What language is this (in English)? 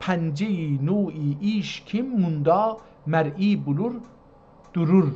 South Azerbaijani